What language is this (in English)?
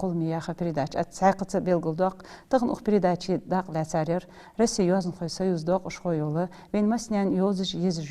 Ingush